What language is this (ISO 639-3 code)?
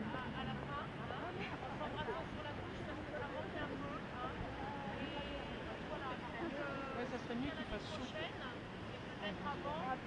fra